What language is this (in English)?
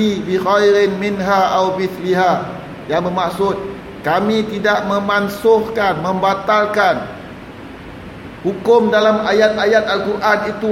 Malay